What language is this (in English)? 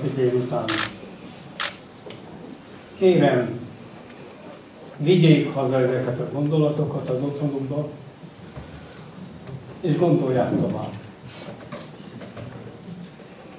Hungarian